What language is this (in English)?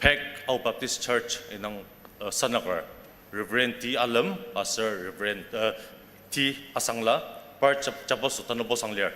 Ao Naga